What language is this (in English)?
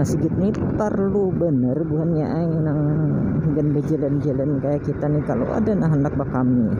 Banjar